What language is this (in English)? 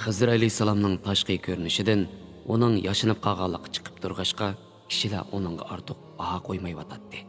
Uyghur